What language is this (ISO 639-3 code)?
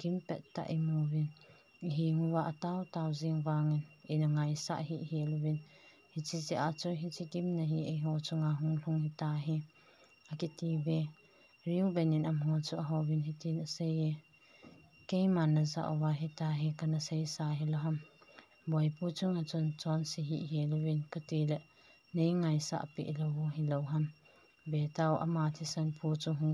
tcz